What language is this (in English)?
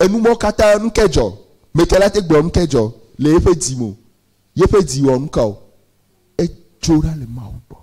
Ewe